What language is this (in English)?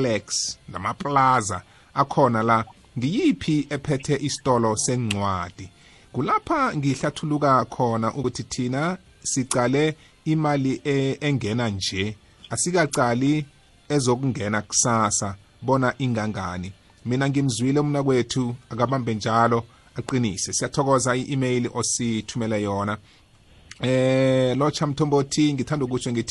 South Ndebele